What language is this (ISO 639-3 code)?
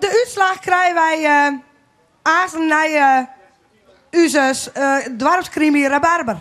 fry